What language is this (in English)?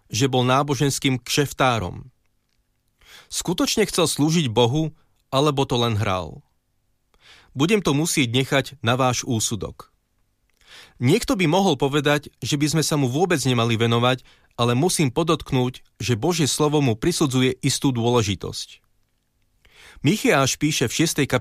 Slovak